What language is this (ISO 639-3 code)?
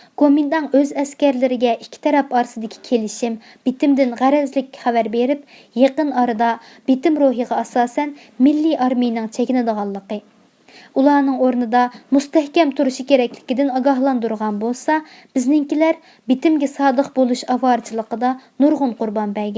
uig